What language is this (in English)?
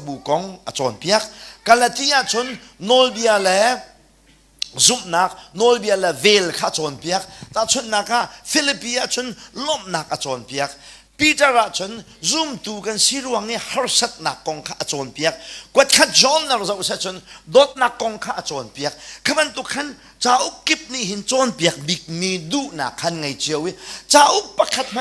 Hakha Chin